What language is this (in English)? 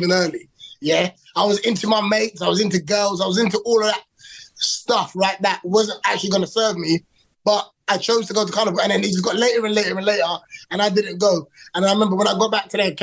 English